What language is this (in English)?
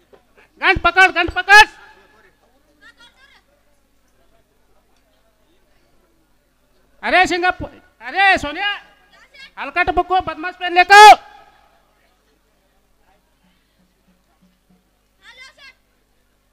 Kannada